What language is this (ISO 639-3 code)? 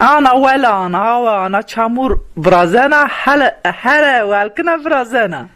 zza